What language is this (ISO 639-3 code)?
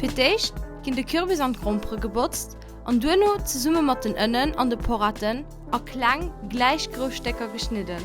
ltz